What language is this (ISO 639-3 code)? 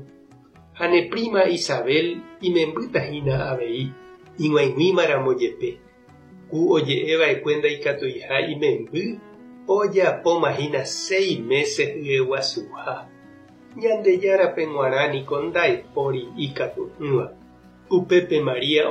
grn